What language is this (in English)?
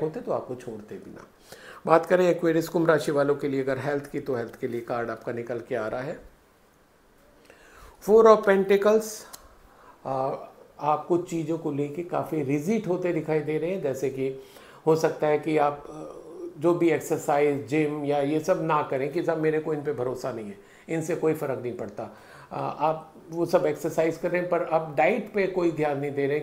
Hindi